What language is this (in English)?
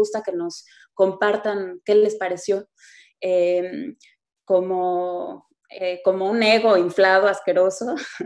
Spanish